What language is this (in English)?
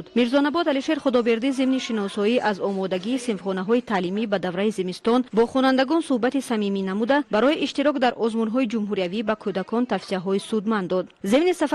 Tajik